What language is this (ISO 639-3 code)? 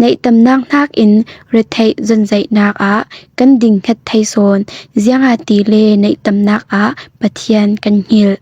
cfm